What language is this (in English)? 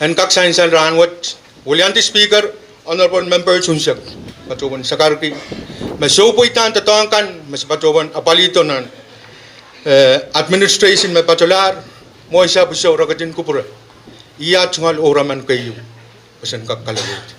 Pohnpeian